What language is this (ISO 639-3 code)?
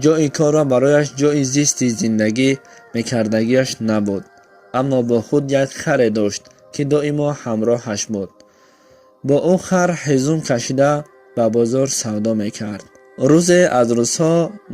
tgk